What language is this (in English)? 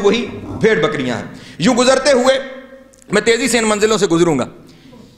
Urdu